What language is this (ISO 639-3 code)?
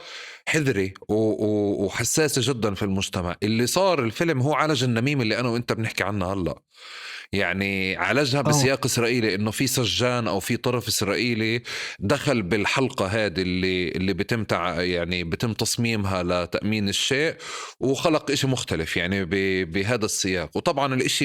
apc